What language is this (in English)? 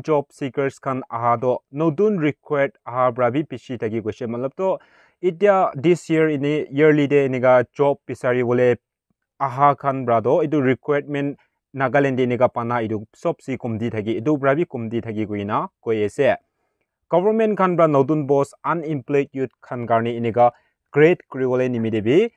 Naga Pidgin